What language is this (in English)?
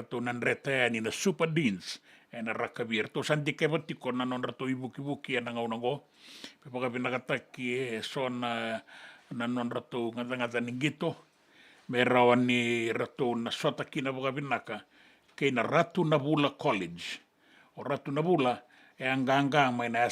Fijian